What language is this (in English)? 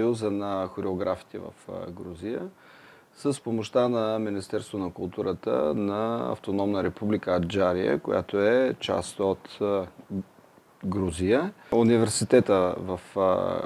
Bulgarian